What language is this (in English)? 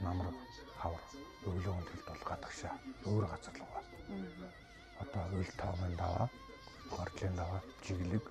Mongolian